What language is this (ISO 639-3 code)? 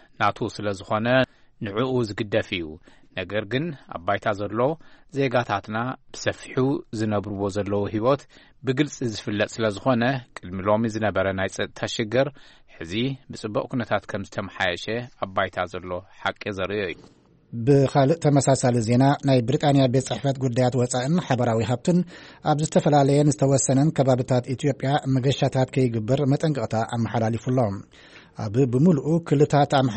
tir